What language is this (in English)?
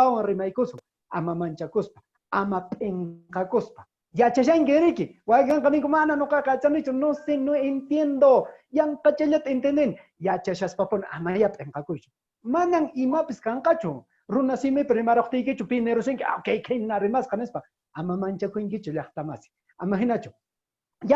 Quechua